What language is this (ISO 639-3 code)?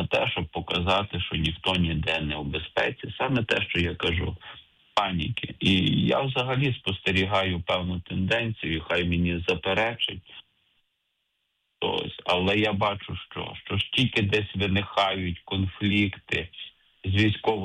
ukr